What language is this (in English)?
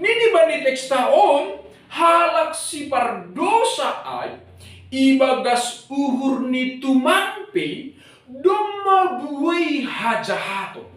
Batak Simalungun